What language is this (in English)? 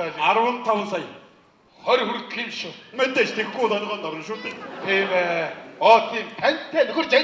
Mongolian